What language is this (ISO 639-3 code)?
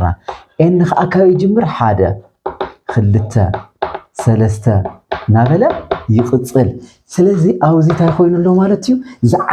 tir